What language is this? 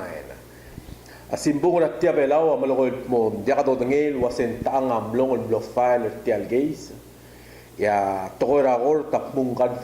Palauan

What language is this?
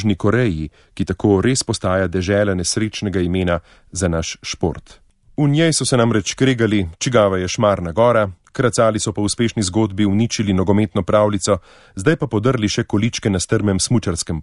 Slovenian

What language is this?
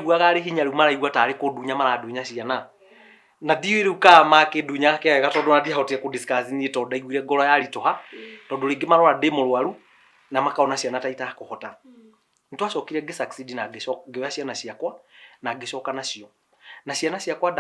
Kikuyu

